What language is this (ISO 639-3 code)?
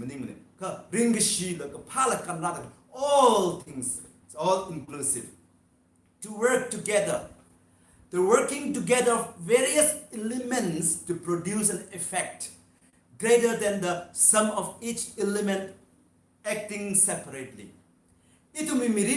nmf